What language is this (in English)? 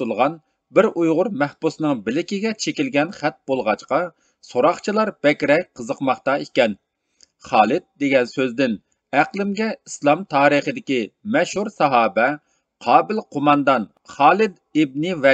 Uyghur